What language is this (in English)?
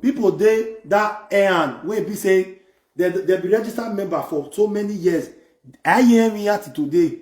Nigerian Pidgin